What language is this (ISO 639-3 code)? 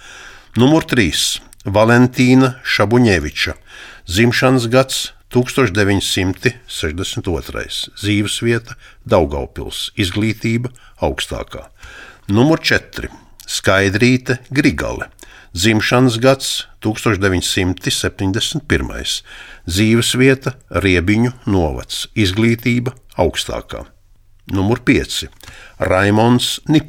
lav